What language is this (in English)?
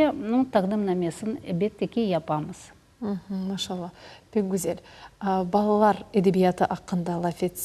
Crimean Tatar